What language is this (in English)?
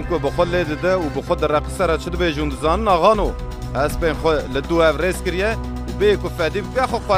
Kurdish